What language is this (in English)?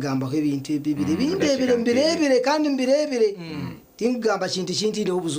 Nyankole